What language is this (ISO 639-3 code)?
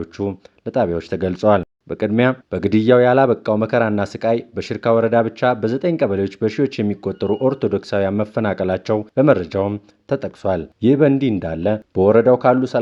amh